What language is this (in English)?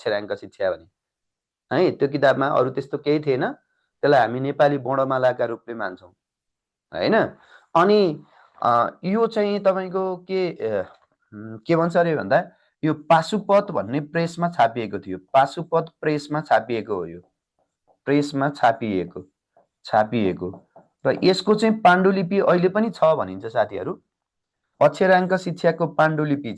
Nepali